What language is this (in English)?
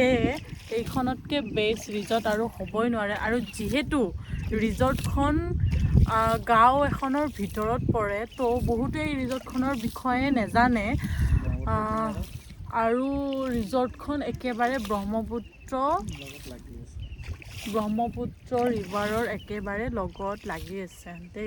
Assamese